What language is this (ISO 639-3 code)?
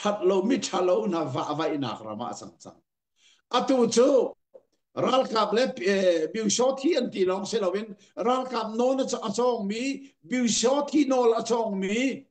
cnh